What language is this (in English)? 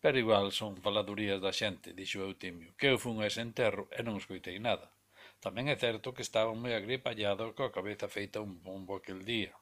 Galician